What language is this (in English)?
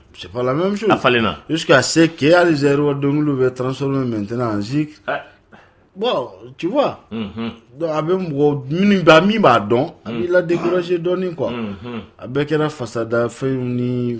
Bambara